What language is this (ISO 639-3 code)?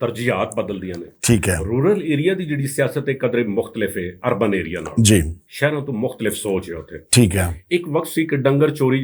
lah